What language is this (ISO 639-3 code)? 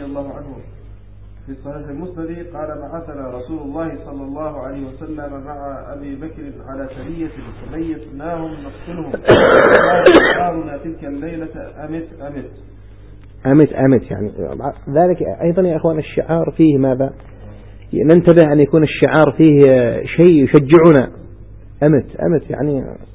ara